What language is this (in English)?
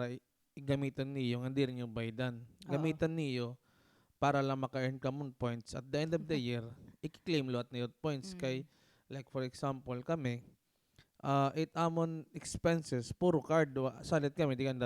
Waray